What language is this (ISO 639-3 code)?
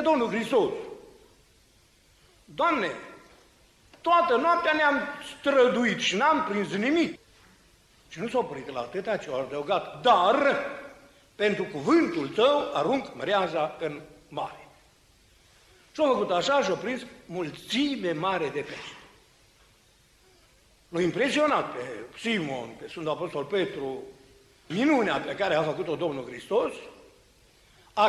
ron